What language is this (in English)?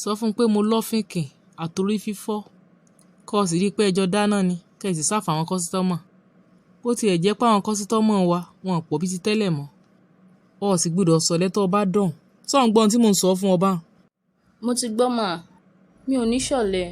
Yoruba